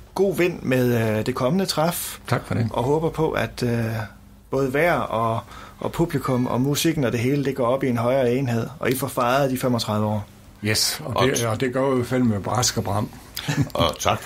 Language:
Danish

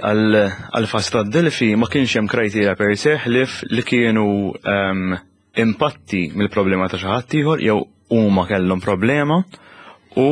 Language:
Maltese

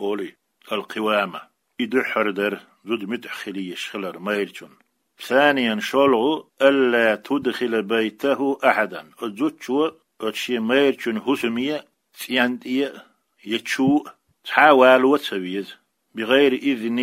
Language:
Chechen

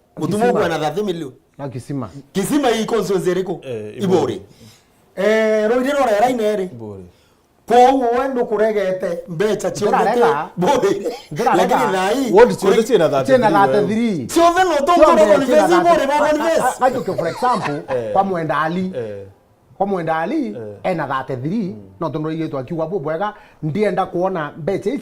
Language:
Meru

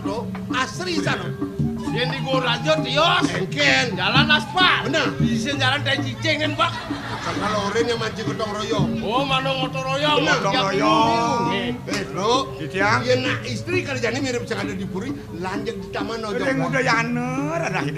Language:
Balinese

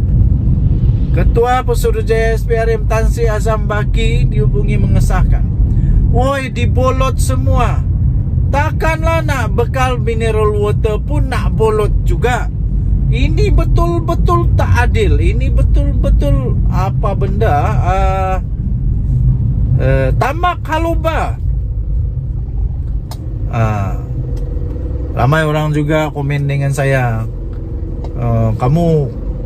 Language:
Malay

